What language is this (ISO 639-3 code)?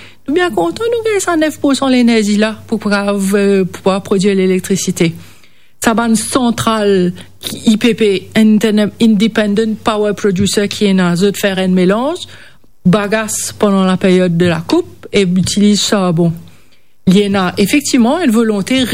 mfe